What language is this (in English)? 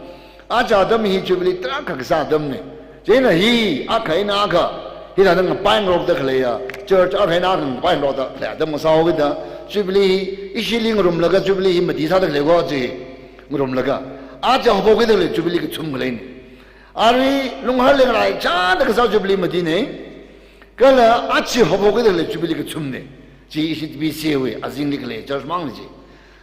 Tangkhul Naga (India)